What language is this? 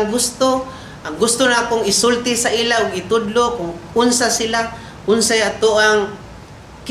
Cebuano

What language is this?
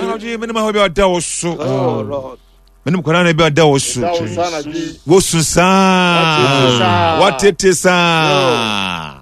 Akan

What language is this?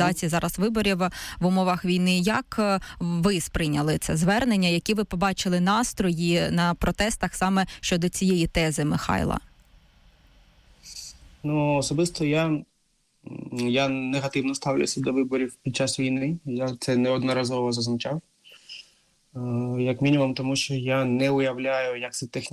Ukrainian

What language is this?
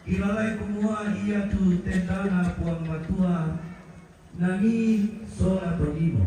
Toraja-Sa'dan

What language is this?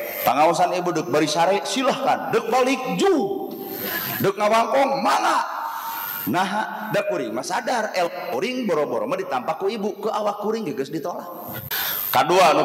Sundanese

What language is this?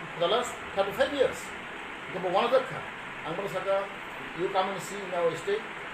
Riang (India)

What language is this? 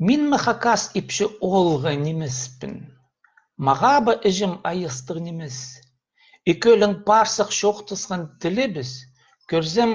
Khakas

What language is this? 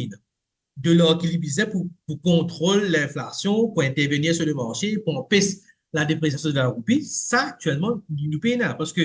Morisyen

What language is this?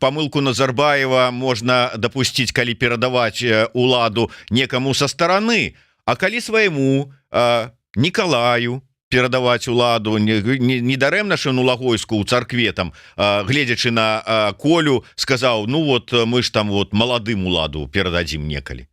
Belarusian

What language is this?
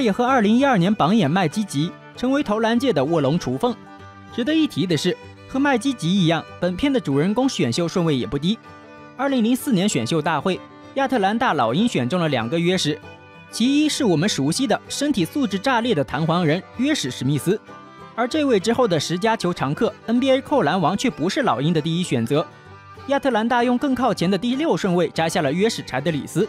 Chinese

